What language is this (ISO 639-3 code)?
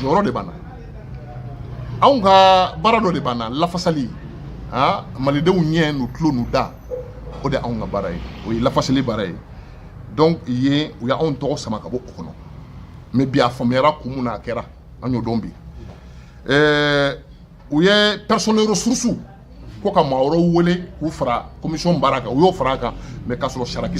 bam